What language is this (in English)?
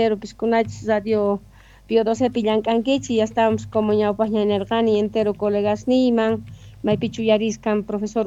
South Bolivian Quechua